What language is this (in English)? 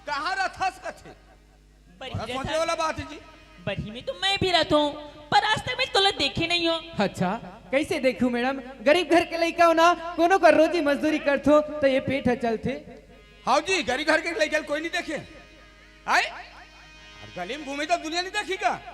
Chhattisgarhi